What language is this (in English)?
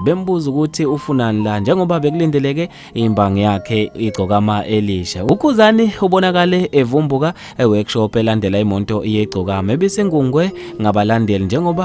Zulu